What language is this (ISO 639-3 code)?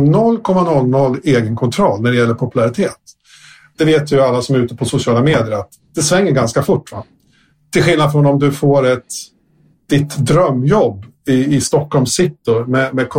swe